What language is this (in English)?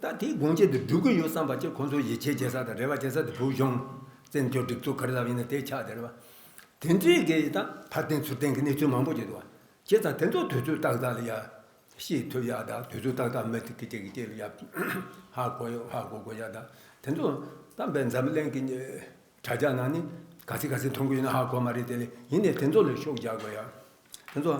Tibetan